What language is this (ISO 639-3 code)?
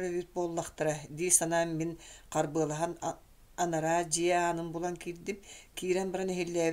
sah